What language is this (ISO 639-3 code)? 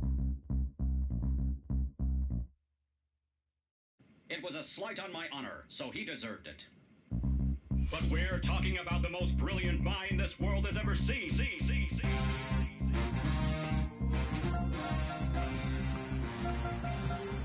eng